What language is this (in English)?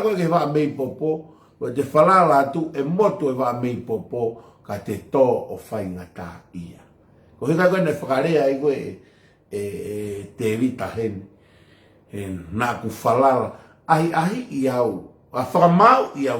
Tongan